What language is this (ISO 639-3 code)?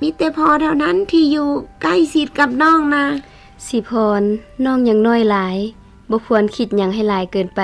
lao